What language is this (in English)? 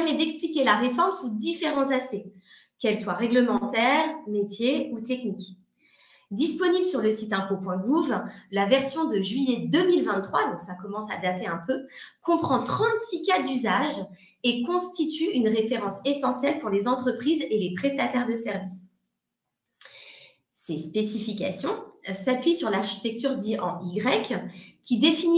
French